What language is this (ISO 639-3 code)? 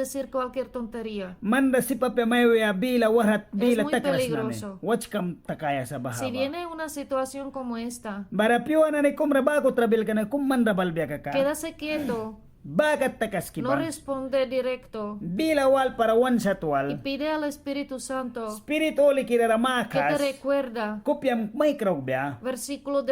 miq